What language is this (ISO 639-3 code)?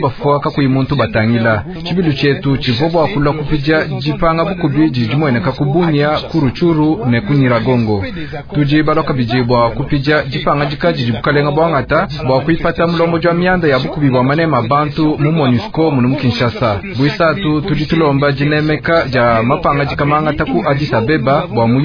lua